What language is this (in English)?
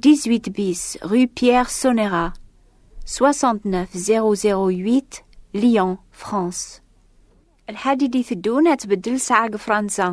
Kabyle